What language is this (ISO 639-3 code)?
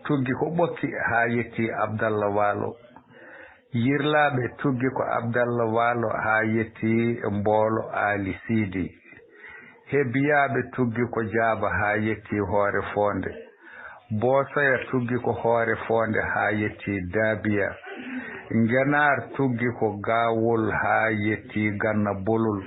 ful